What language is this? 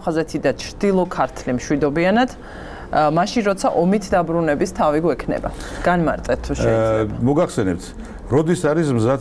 Georgian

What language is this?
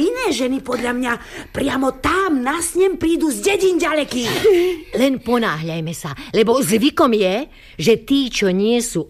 Slovak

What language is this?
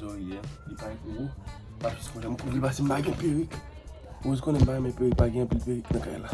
Haitian Creole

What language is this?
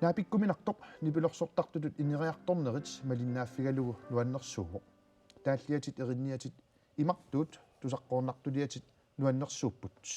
Kalaallisut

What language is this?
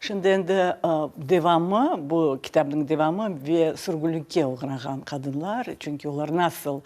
Crimean Tatar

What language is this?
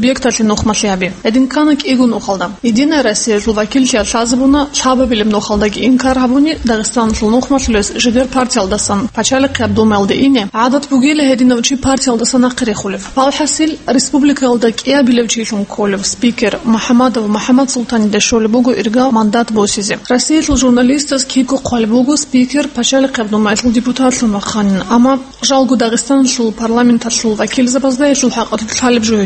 Avaric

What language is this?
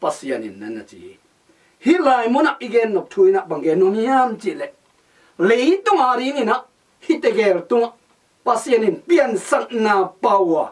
Tedim Chin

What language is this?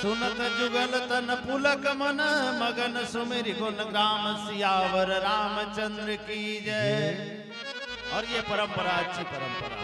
Chhattisgarhi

